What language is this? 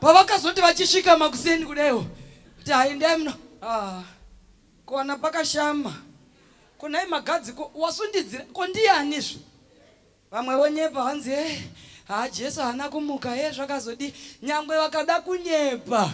Shona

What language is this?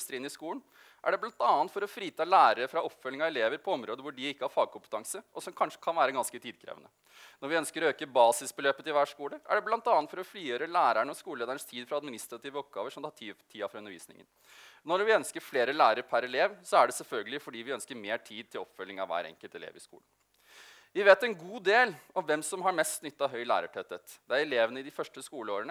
Norwegian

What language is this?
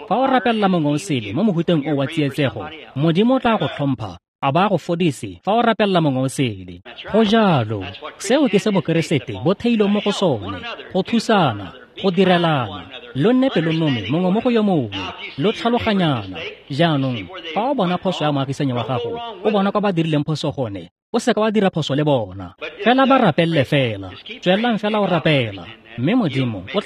Tswana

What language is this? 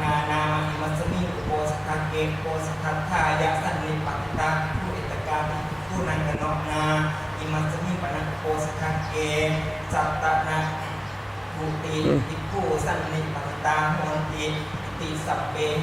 Pali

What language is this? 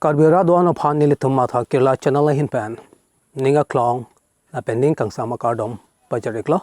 Karbi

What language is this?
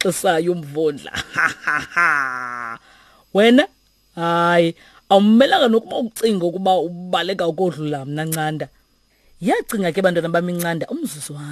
Xhosa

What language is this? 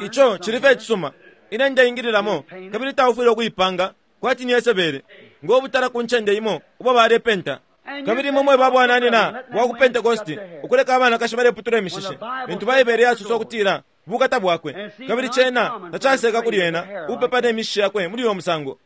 Bemba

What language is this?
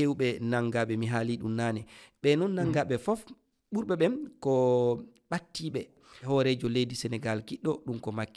Fula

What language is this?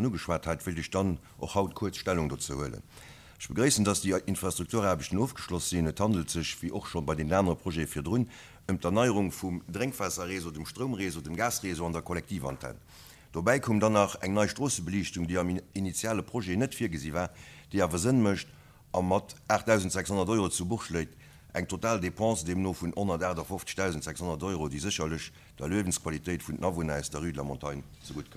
Luxembourgish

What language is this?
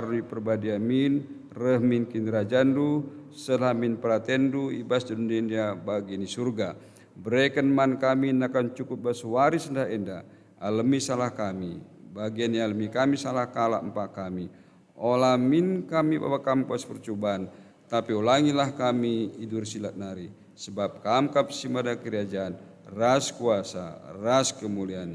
Batak Karo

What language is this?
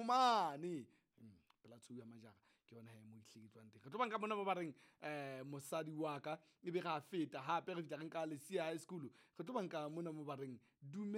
Southern Sotho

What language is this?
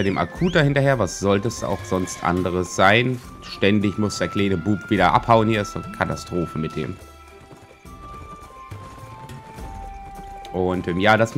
German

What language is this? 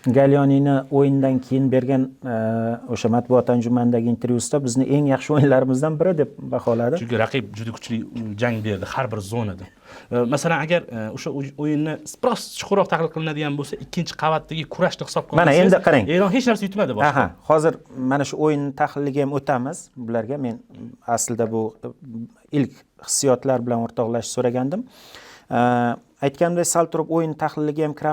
Uzbek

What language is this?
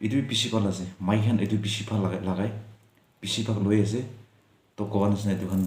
Naga Pidgin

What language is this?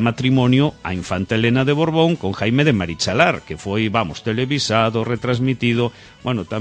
Galician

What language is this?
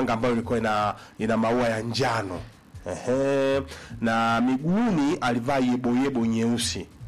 Swahili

